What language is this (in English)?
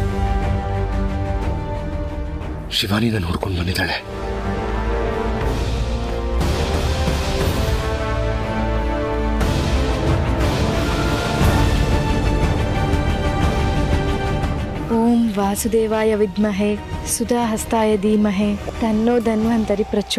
Kannada